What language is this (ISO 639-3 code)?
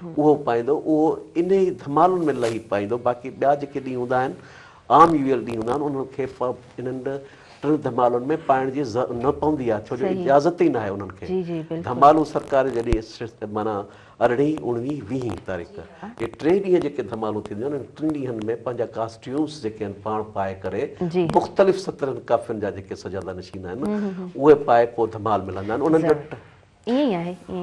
snd